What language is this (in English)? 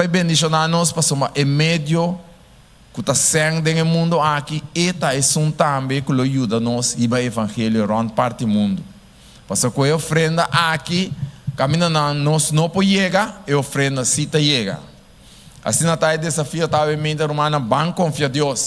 Papiamento